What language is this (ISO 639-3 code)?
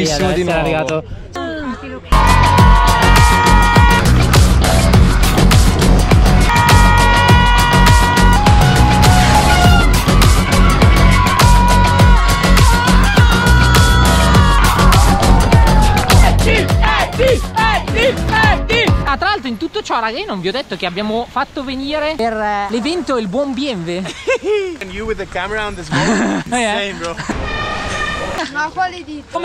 ita